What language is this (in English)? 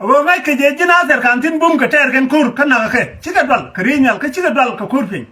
Nuer